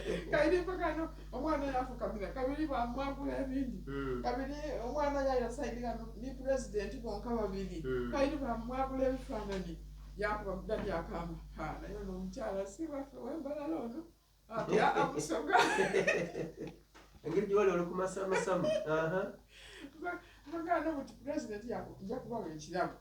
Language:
Soga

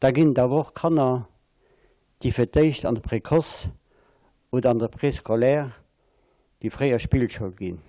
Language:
Luxembourgish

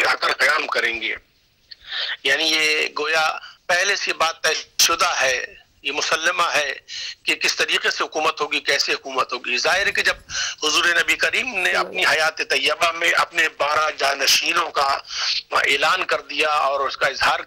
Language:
Urdu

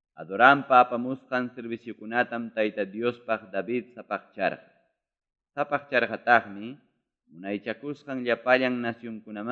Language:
Ayacucho Quechua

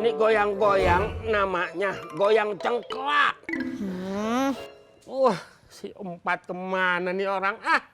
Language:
Betawi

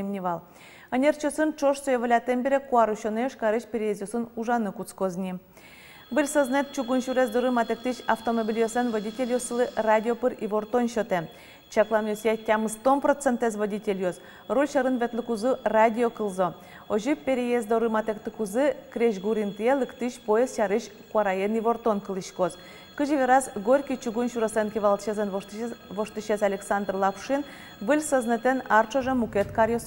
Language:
Udmurt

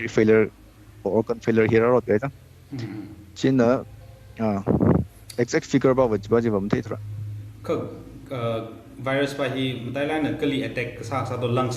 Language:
Tangkhul Naga (India)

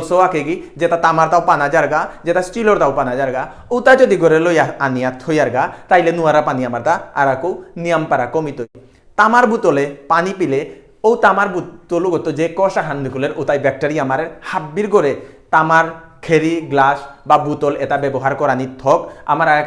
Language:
Bishnupriya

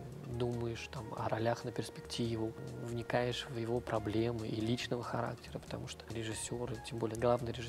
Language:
Russian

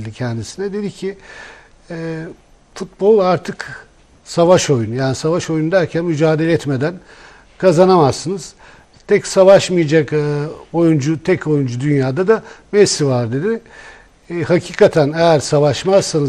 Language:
Turkish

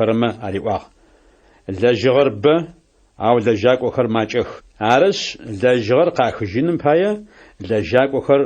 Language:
Adyghe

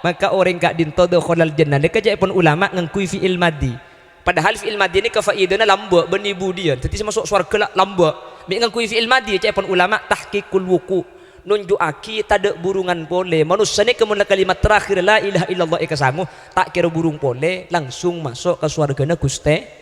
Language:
Madurese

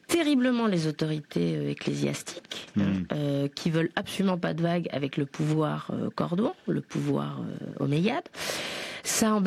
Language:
French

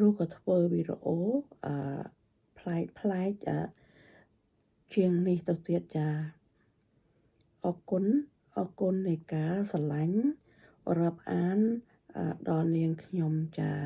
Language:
Khmer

